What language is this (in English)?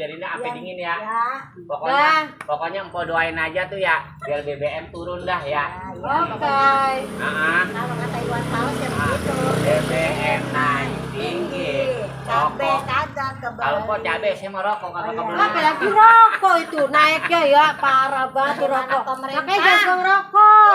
Betawi